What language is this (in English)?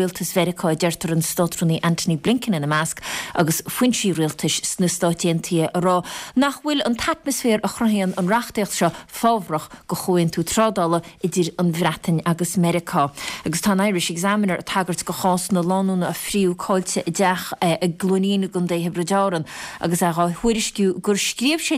Irish